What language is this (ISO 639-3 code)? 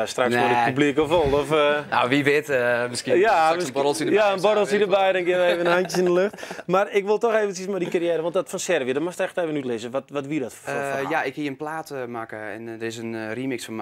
fry